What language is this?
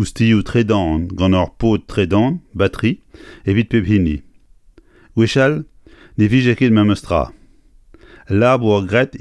Breton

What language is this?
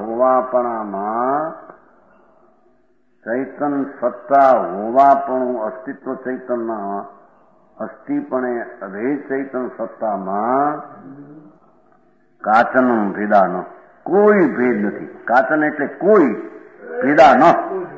Gujarati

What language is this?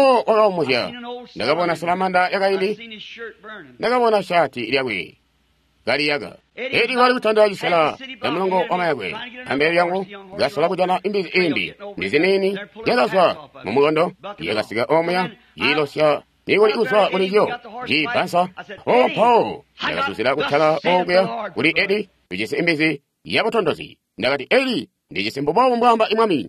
Tonga (Zambia)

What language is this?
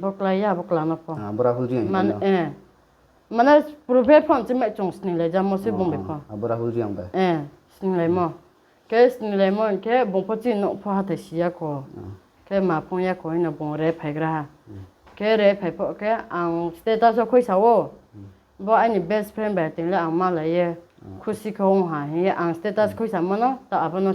Riang (India)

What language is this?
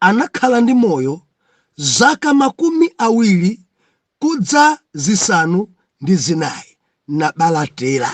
Nyanja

